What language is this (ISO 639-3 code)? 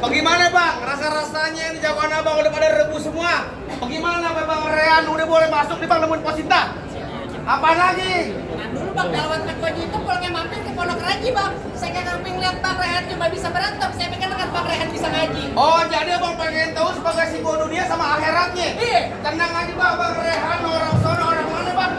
bew